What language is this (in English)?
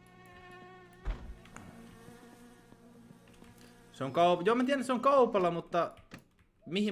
Finnish